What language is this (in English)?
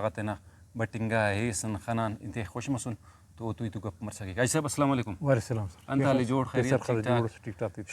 Brahui